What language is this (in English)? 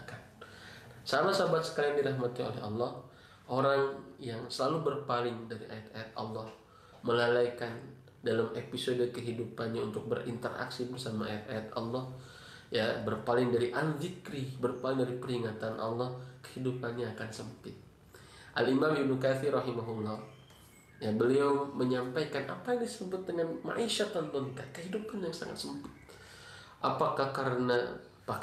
Indonesian